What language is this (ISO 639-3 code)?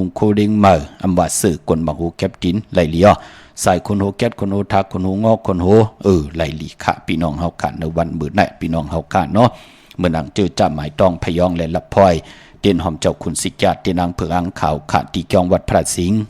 shn